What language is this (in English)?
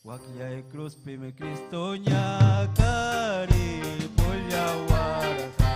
Ayacucho Quechua